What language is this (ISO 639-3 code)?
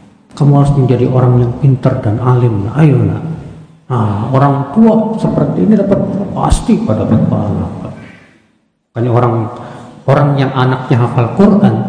ind